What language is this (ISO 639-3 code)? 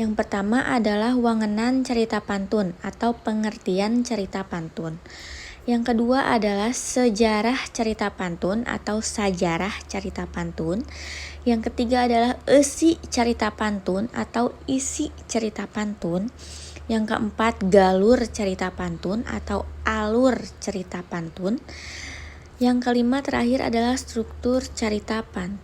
sun